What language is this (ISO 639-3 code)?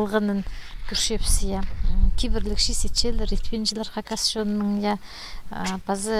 kjh